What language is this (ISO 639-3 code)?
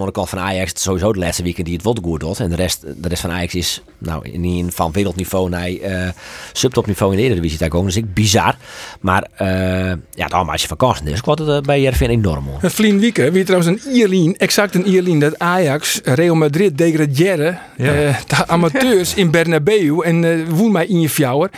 fry